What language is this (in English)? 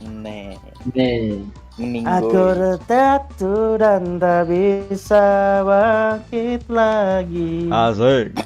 Banjar